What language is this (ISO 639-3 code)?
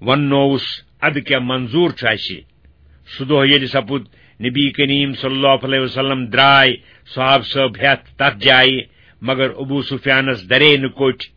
kas